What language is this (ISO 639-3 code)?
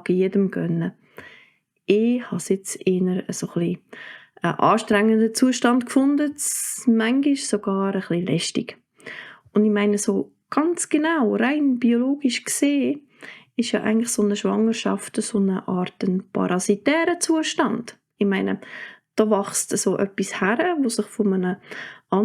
gsw